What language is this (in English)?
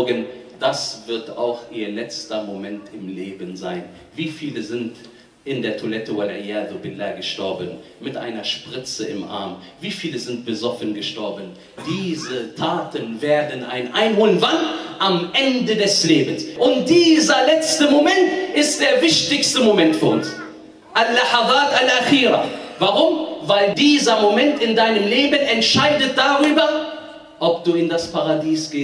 German